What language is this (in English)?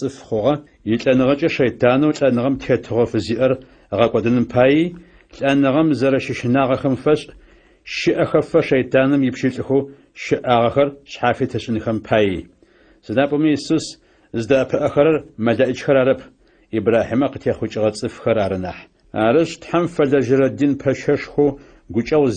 Adyghe